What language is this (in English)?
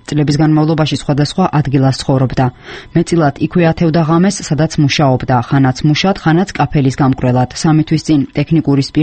Georgian